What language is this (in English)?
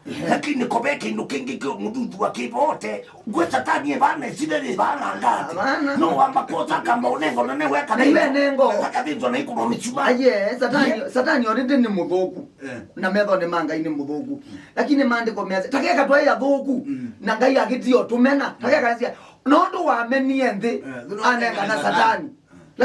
Kamba